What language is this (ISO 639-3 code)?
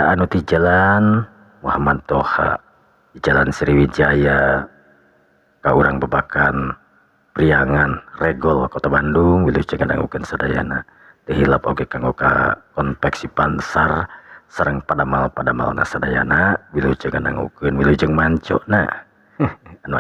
sun